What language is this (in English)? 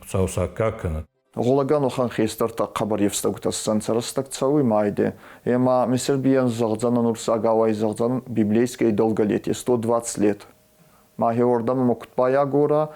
Ossetic